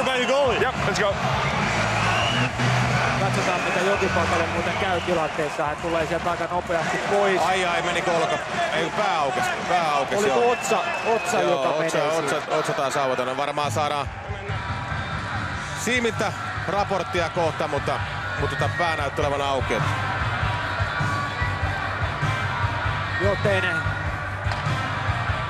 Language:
Finnish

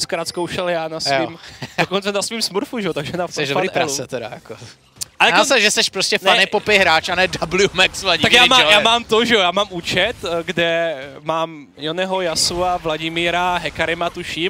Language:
Czech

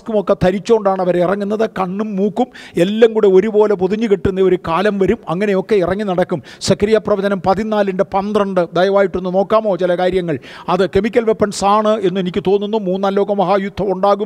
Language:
Malayalam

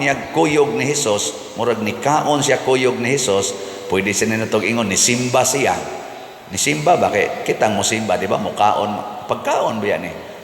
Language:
Cebuano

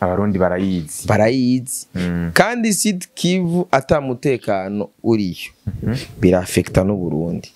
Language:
Rundi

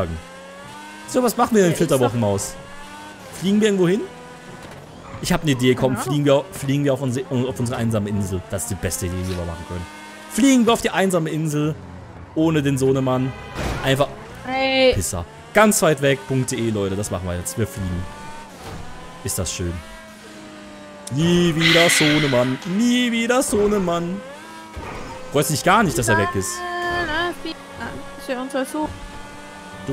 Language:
German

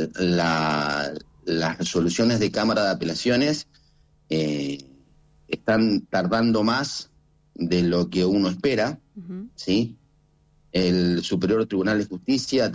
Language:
Spanish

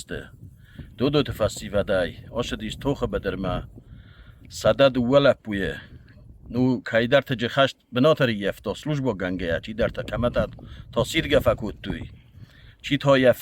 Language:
Ossetic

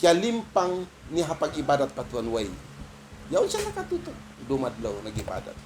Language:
Tausug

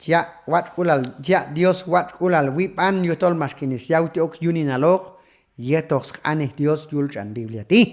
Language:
Q'anjob'al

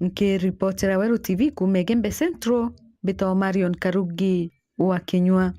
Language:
Meru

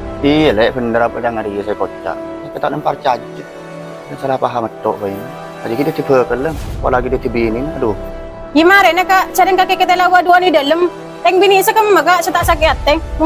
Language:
Madurese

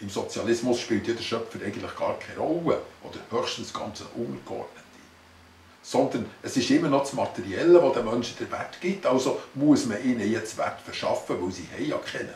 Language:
Swiss German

